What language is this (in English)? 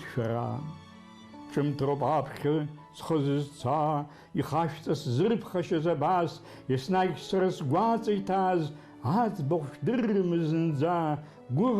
Abkhazian